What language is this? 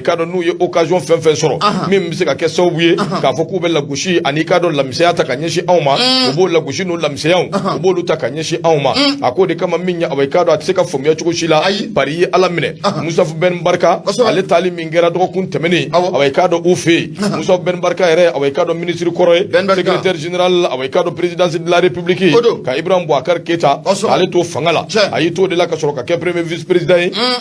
Bambara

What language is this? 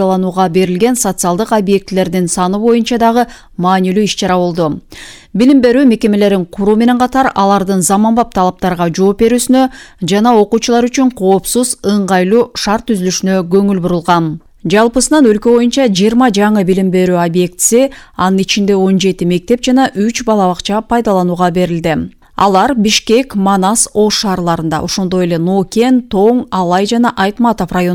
Kyrgyz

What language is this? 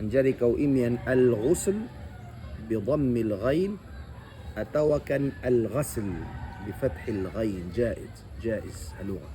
Tausug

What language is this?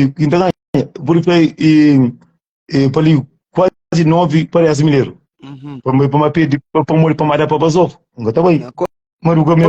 Kabuverdianu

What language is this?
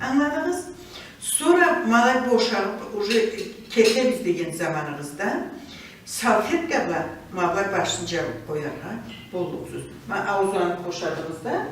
Karachay-Balkar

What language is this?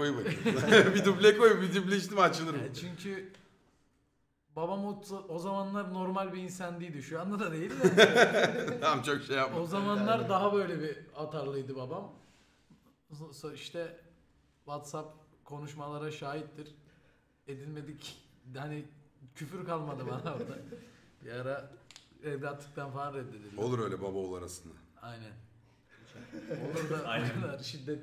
Turkish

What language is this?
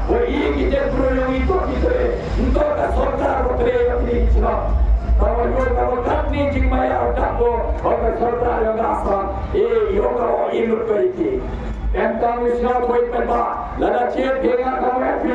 Khasi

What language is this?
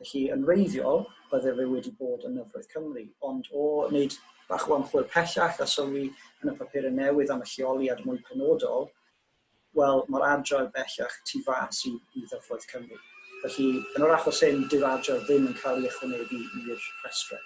Welsh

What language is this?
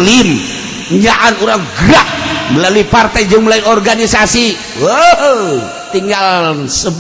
Sundanese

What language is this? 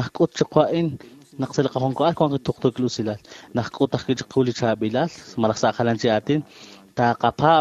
Kekchí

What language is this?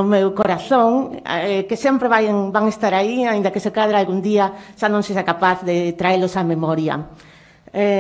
Galician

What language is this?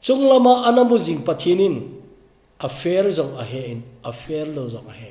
Thado Chin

